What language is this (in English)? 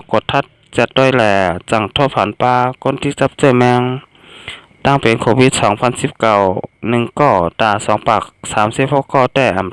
Shan